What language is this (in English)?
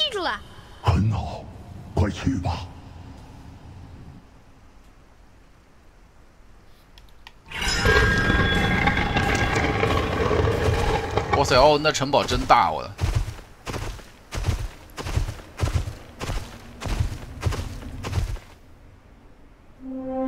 Chinese